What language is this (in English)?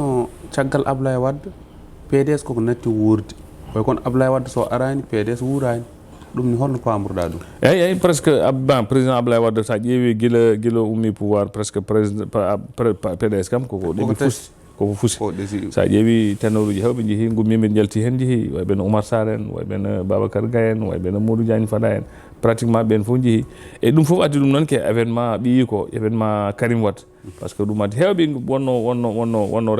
Fula